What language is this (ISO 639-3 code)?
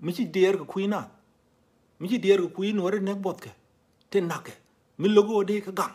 nus